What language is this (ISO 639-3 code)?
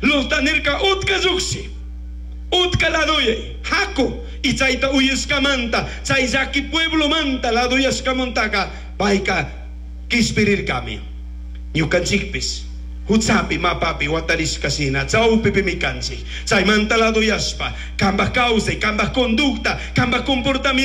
qug